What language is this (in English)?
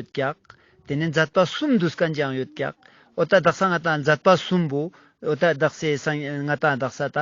Ladakhi